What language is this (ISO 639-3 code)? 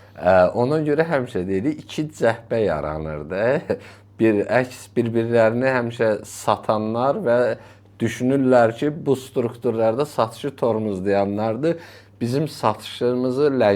aze